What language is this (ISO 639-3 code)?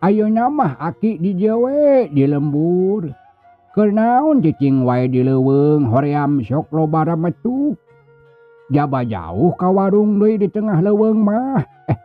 sun